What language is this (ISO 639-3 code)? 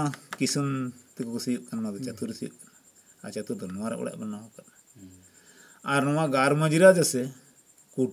sat